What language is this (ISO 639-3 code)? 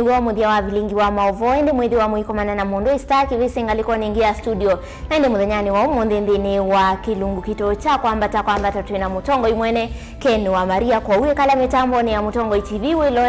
kam